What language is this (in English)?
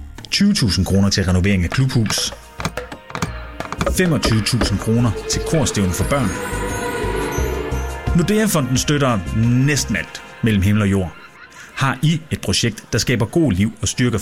Danish